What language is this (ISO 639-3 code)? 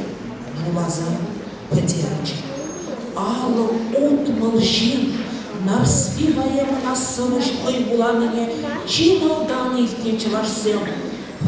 chv